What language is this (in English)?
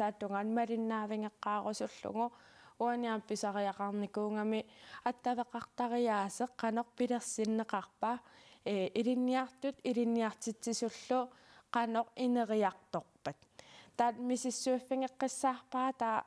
Kalaallisut